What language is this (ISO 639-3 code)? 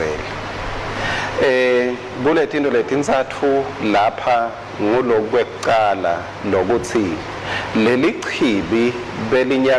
ssw